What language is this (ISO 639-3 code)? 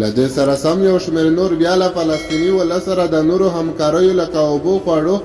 pus